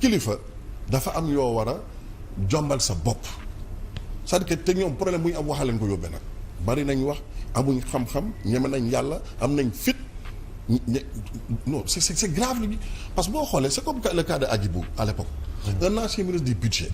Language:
Wolof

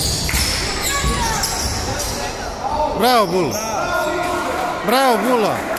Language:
Serbian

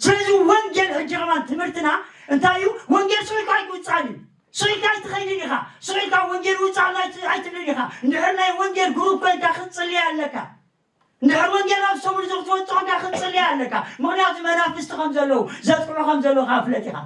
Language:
Tigrinya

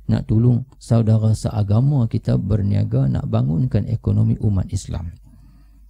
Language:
Malay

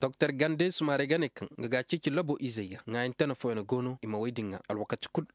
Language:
Zarma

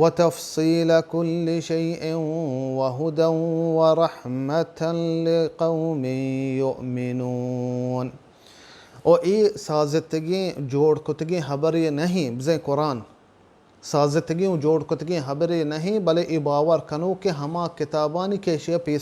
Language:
Baluchi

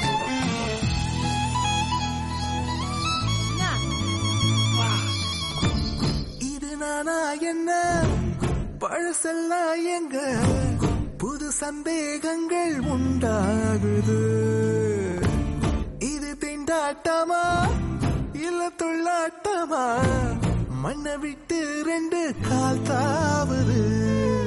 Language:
Tamil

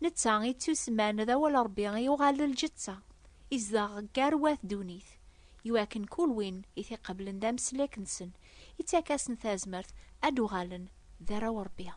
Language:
Kabyle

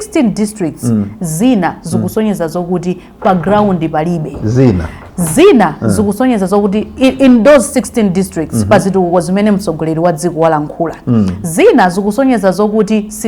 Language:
Nyanja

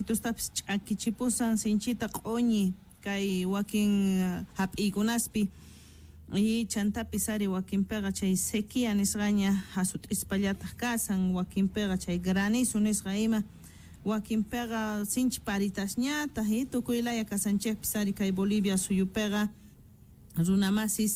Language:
South Bolivian Quechua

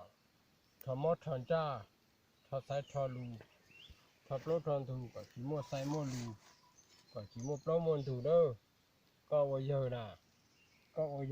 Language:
Hmong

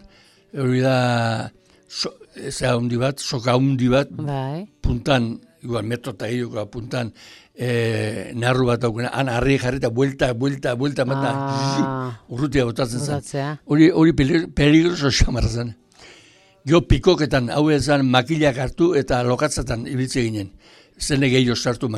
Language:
Basque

